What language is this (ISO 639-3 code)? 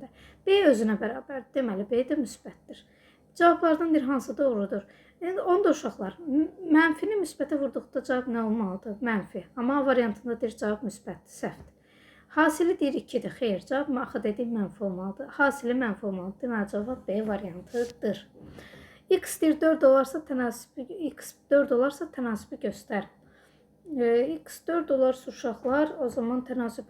aze